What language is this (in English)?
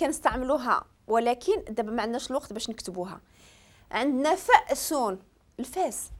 Moroccan Arabic